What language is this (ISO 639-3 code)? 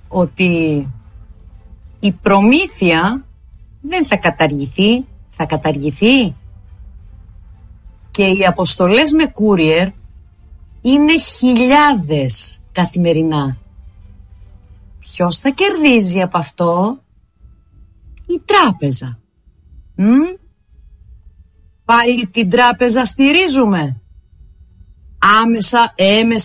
ell